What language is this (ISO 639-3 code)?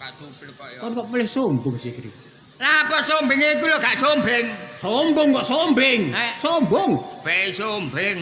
jav